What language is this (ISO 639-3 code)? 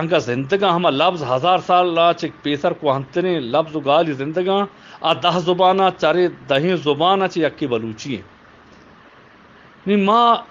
bgp